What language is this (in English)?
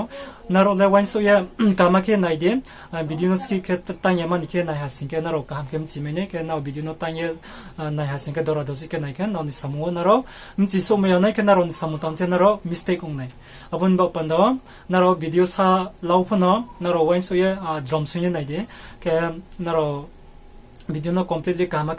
Riang (India)